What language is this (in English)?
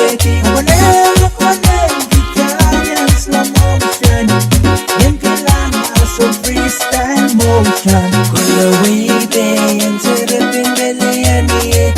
Pohnpeian